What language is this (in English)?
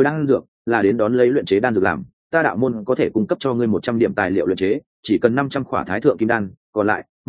Vietnamese